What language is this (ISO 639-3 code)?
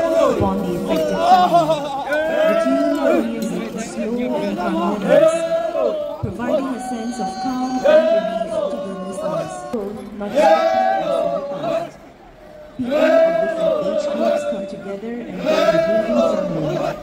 nag